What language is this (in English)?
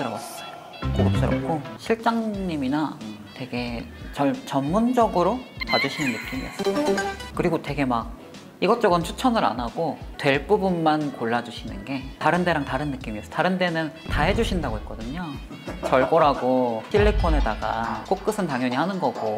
Korean